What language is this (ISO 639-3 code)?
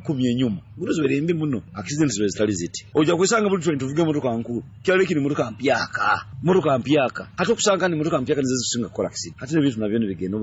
nyo